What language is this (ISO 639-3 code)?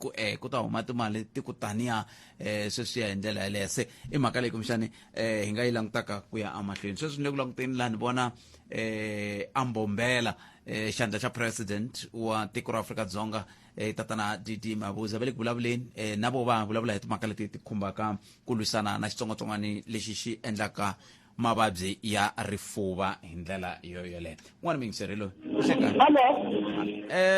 tso